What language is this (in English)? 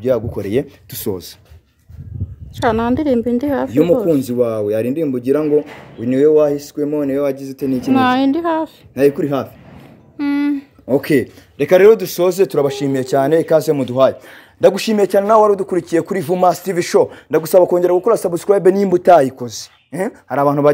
Kinyarwanda